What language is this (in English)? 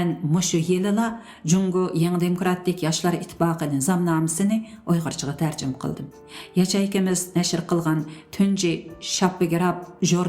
Uyghur